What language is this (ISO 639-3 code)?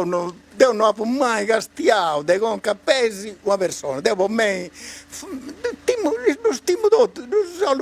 srd